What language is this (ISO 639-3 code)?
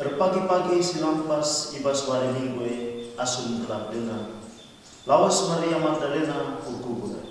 btx